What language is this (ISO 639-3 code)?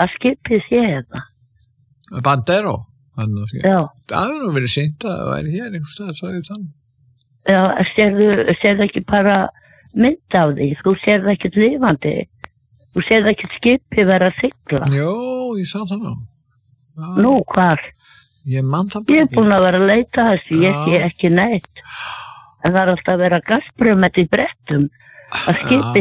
isl